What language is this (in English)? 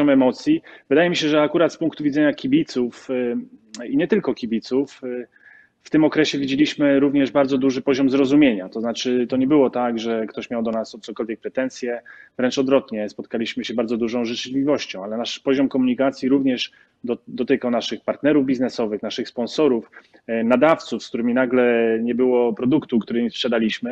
Polish